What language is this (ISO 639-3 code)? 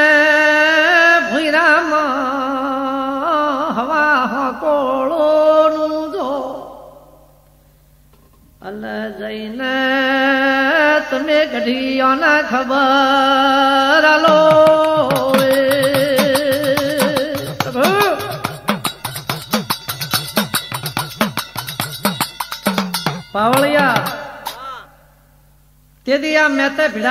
guj